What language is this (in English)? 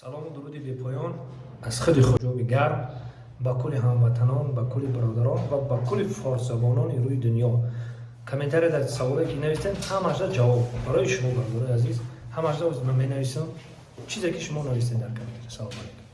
Tajik